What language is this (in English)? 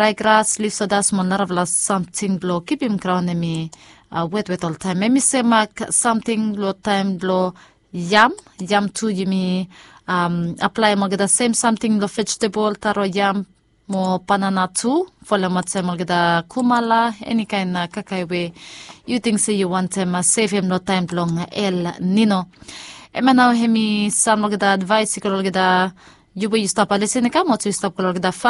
Bislama